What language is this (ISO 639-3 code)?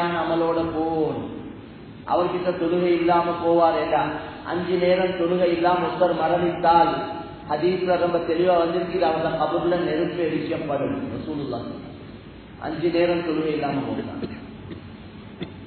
tam